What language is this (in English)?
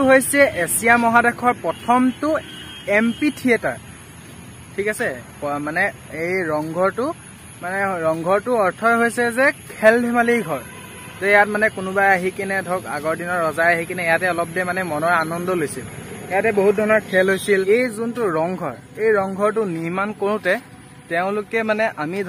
Assamese